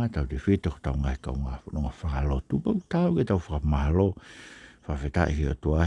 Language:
Tongan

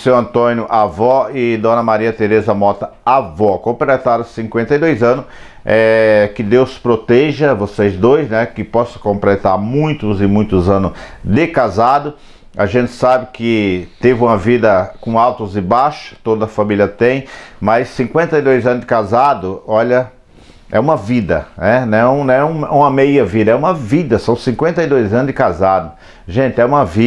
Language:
Portuguese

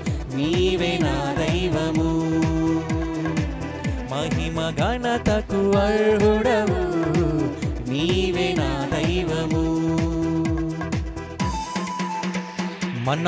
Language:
Telugu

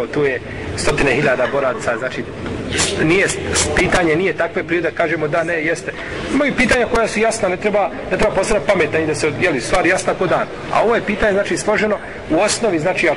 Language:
Bosnian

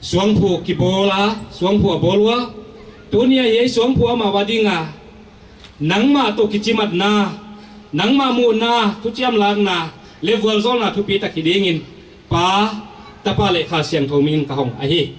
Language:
Paite Chin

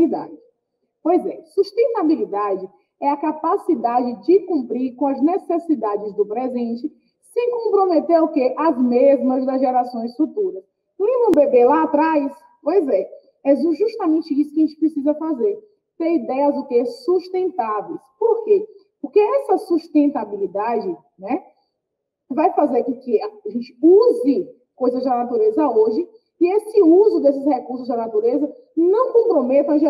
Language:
Portuguese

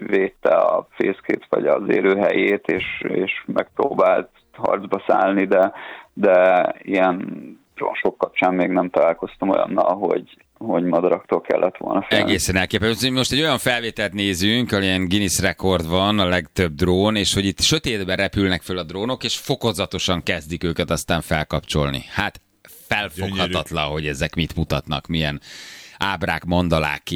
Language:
Hungarian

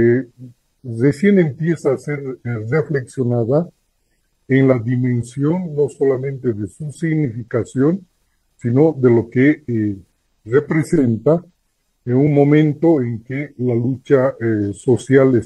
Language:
Spanish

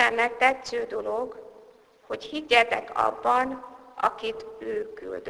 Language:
Hungarian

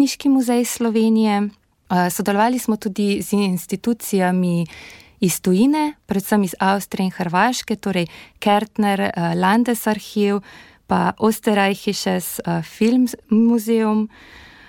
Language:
Slovenian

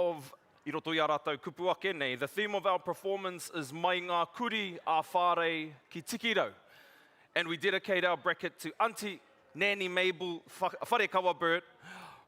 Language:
Māori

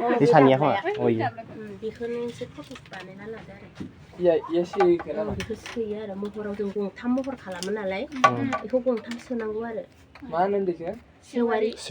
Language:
Bodo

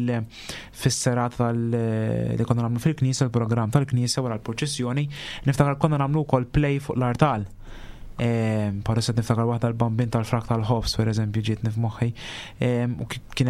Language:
Maltese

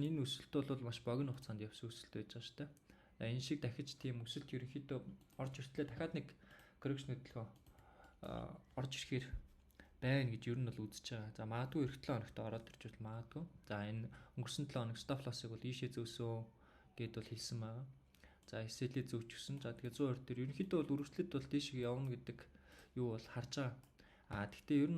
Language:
Mongolian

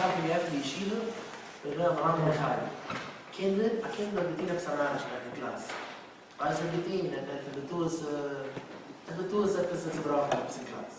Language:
Yiddish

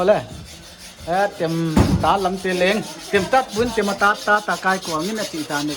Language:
Paite Chin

